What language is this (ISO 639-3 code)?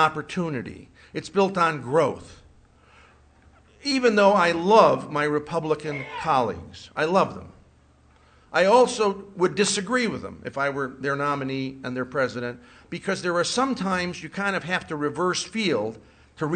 eng